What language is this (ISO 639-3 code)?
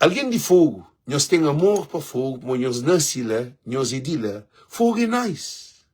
kea